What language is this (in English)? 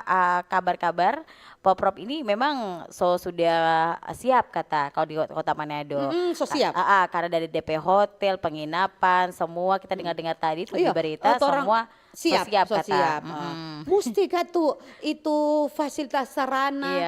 Manado Malay